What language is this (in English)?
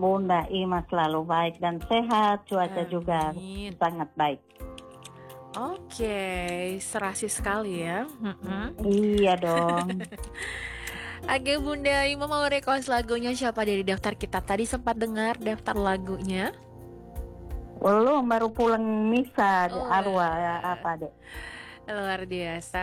Indonesian